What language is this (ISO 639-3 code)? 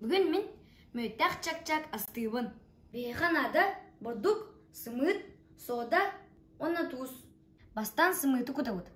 sah